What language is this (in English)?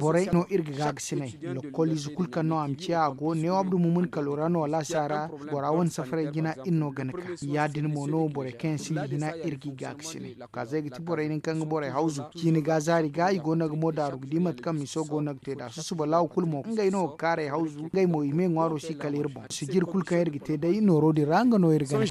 Zarma